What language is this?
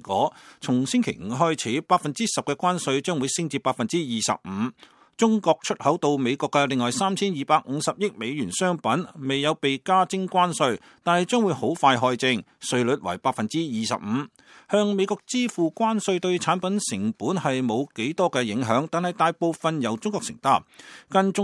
Cantonese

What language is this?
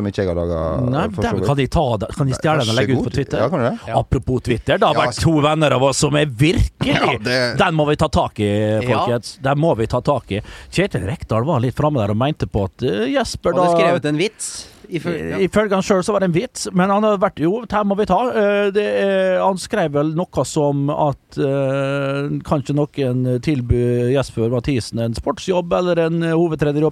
Norwegian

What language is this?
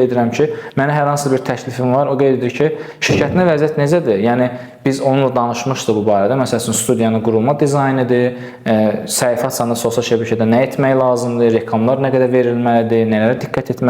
Azerbaijani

